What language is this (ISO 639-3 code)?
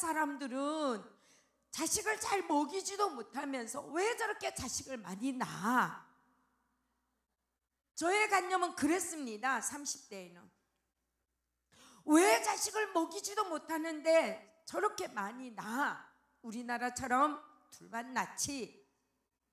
kor